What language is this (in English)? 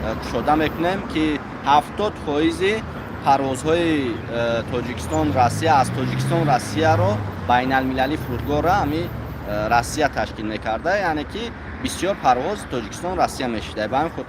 Tajik